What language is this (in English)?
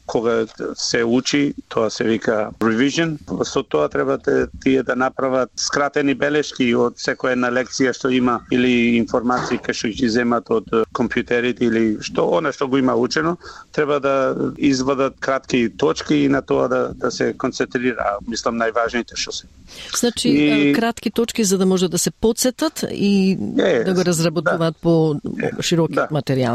Macedonian